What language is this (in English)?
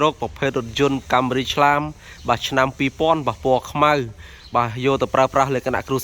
Khmer